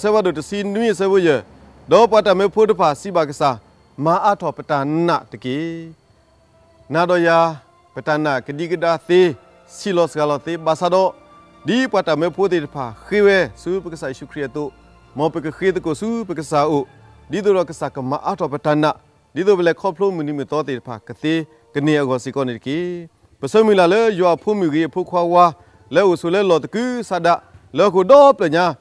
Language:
S'gaw Karen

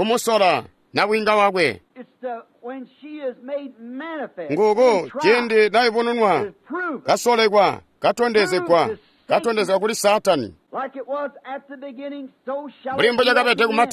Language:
Tonga (Zambia)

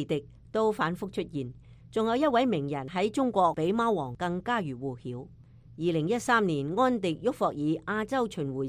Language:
Cantonese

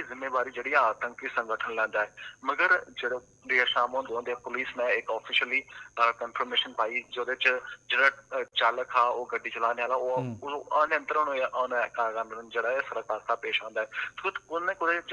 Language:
Dogri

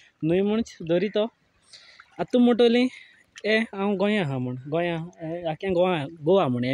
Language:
Konkani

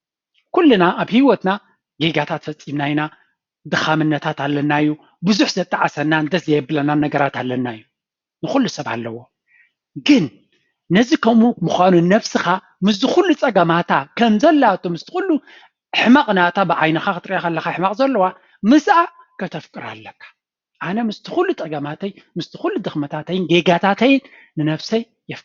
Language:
Tigrinya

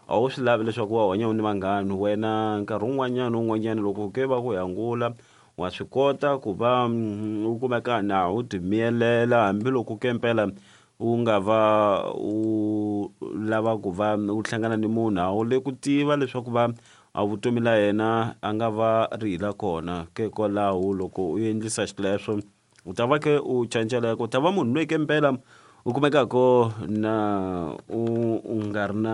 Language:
Tsonga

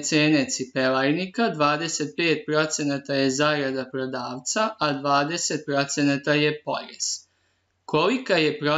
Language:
Serbian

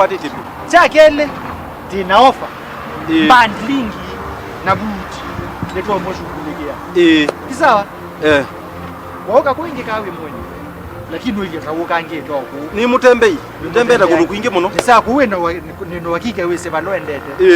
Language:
Kamba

